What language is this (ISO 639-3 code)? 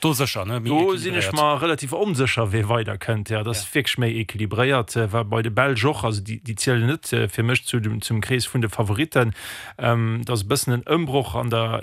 ltz